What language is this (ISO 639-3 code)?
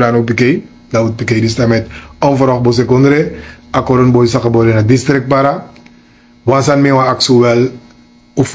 srn